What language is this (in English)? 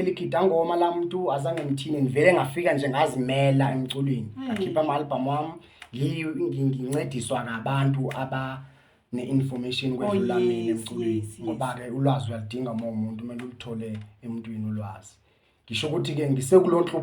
Zulu